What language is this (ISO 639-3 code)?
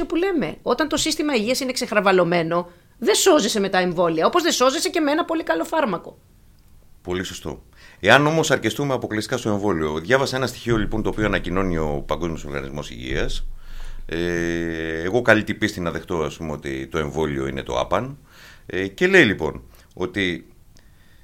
ell